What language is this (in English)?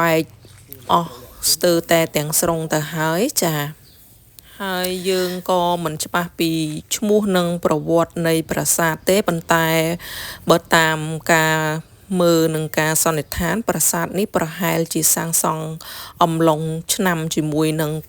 Khmer